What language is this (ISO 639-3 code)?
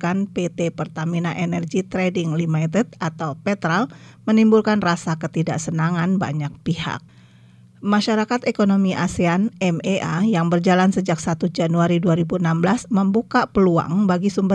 ind